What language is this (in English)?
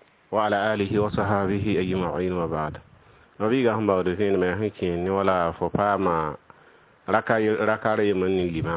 Mossi